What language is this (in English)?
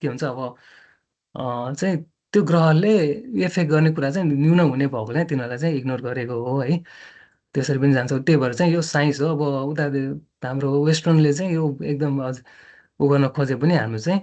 Nepali